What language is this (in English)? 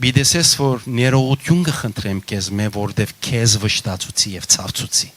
Western Armenian